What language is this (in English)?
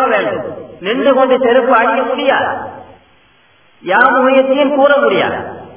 Tamil